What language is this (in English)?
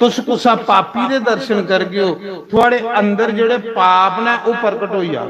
Dogri